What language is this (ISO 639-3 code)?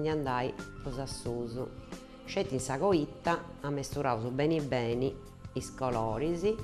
srd